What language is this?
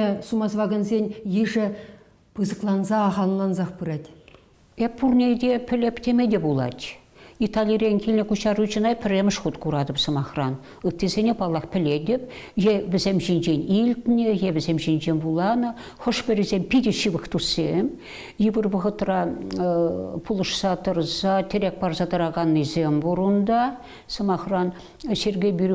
Chuvash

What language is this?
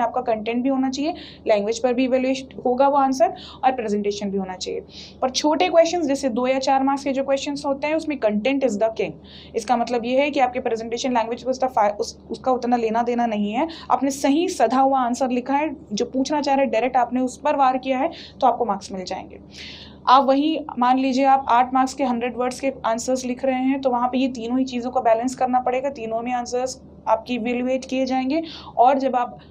Hindi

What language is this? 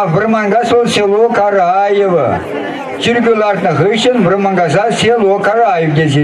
Chuvash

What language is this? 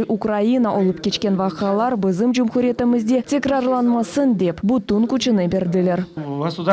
Crimean Tatar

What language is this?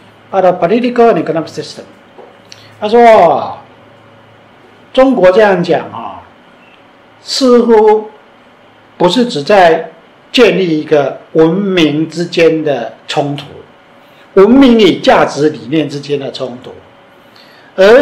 Chinese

